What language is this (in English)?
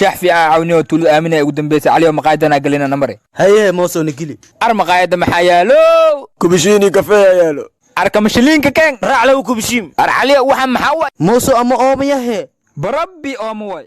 Somali